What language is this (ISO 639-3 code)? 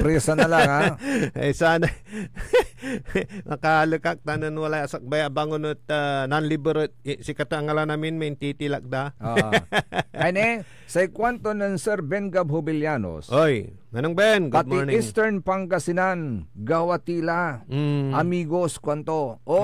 pag